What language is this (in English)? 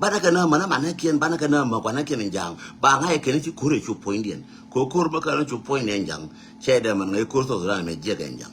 Nuer